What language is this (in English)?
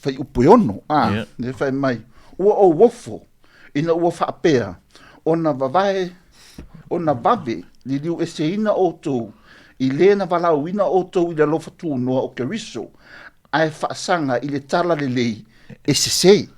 Samoan